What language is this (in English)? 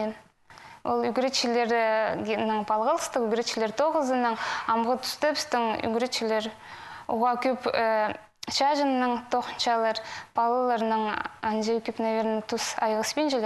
Khakas